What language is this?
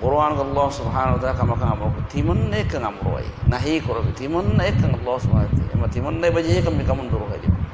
Divehi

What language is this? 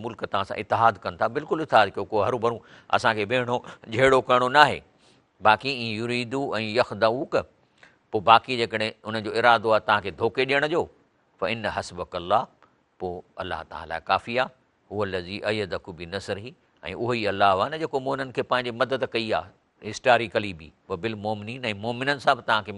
Sindhi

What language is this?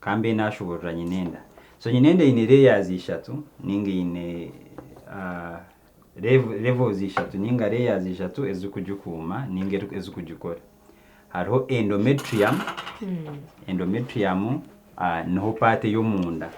Nyankole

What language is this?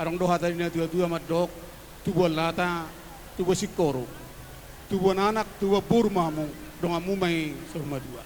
Batak Toba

